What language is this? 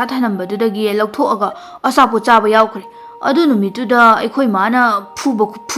Manipuri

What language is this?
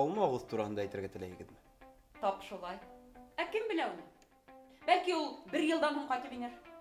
Bashkir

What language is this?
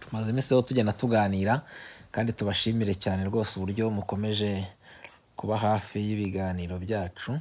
Kinyarwanda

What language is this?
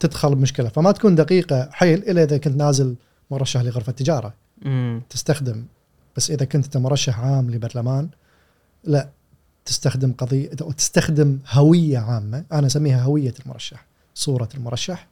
Gulf Arabic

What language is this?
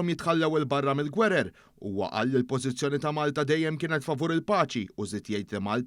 Maltese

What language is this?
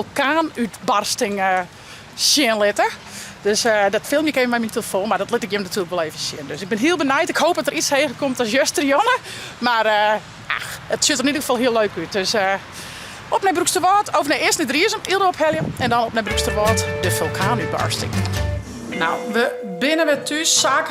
Western Frisian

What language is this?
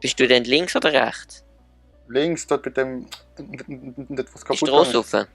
Swiss German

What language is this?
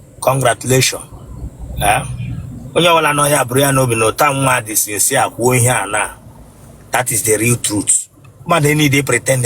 Igbo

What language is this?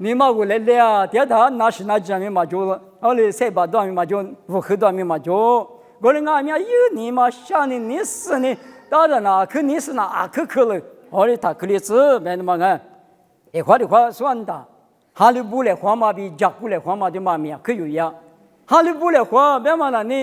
Lisu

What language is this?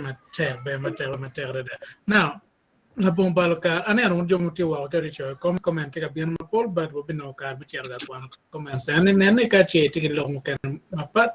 Acoli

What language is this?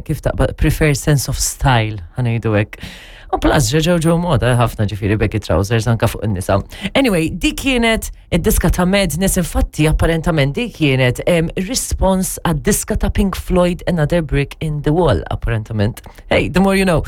Maltese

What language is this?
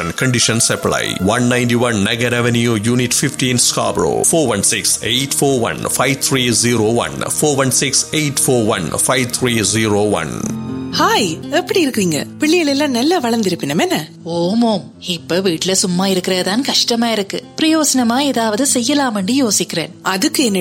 Tamil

